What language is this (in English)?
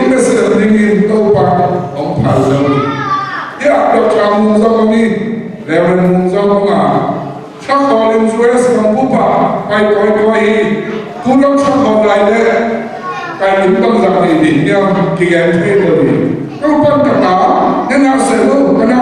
Tedim Chin